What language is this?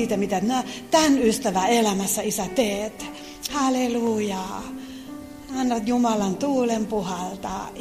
Finnish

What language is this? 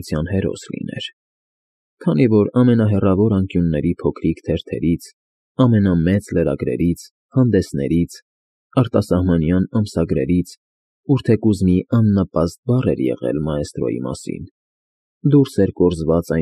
Armenian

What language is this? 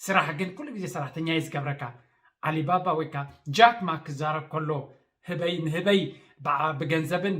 Tigrinya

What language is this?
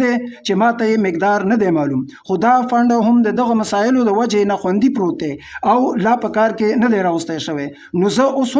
Pashto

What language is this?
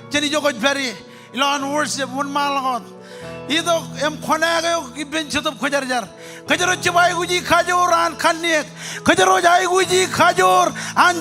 Marshallese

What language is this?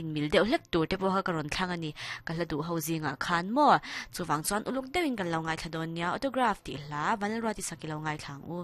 Mizo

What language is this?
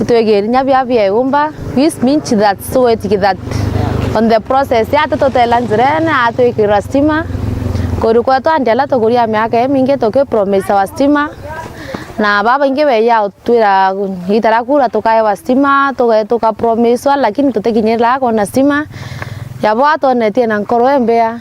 Meru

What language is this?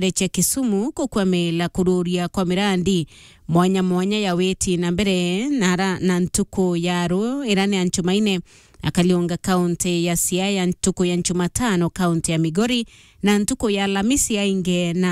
Meru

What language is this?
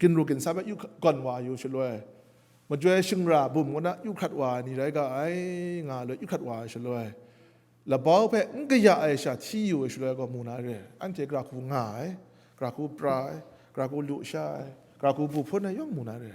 Kachin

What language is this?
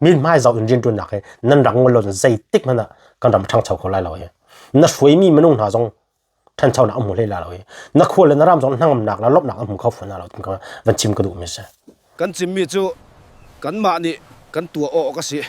Hakha Chin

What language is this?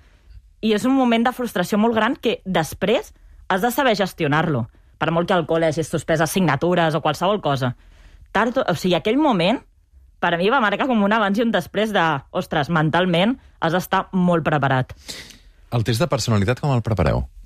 Catalan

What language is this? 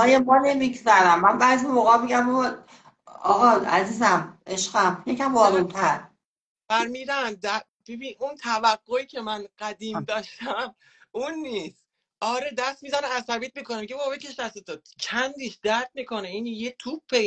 Persian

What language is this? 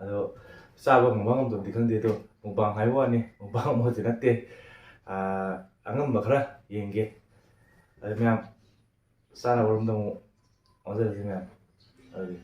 Manipuri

